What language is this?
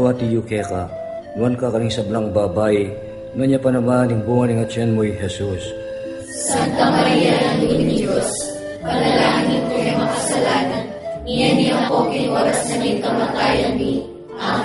Pampanga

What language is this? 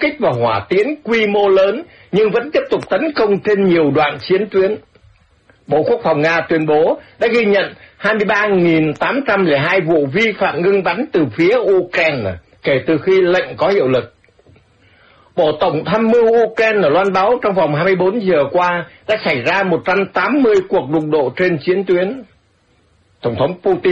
Vietnamese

